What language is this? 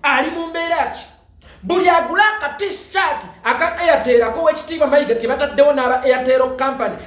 Ganda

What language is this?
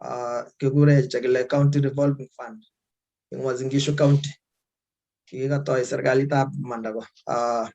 Kalenjin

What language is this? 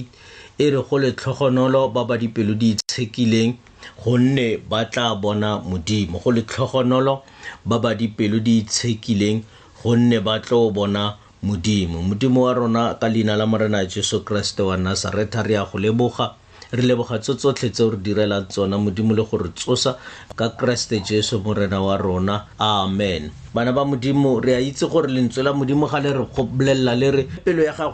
Tswana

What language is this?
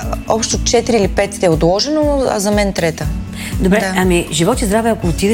Bulgarian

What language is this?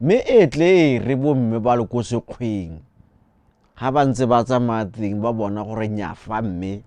Tswana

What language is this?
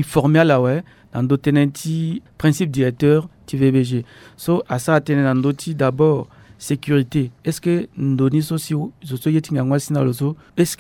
Sango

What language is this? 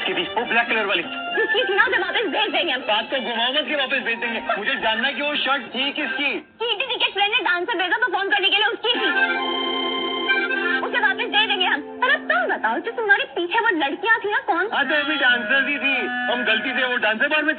Hindi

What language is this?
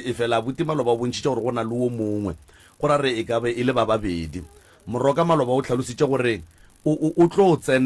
Northern Sotho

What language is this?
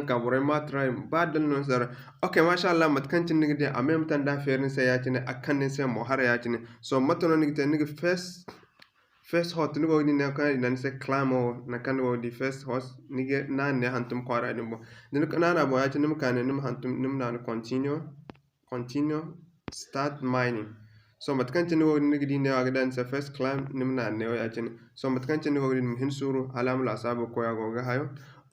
Zarma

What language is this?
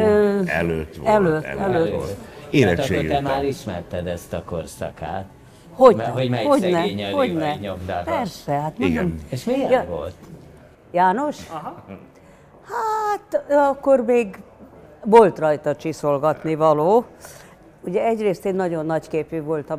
Hungarian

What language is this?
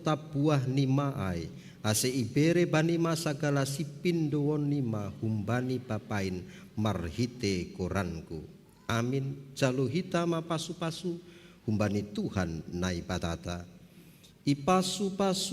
Batak Simalungun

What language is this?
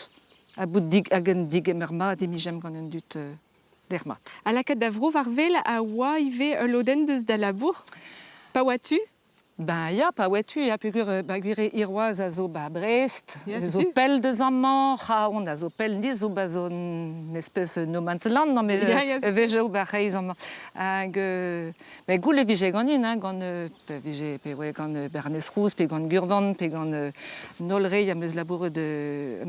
Breton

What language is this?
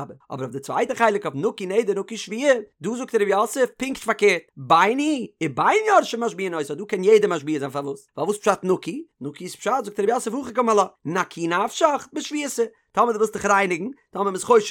Yiddish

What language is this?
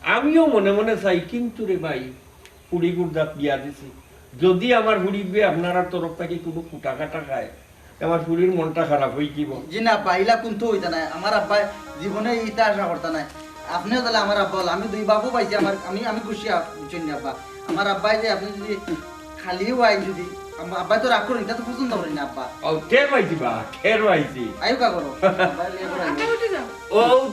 Sylheti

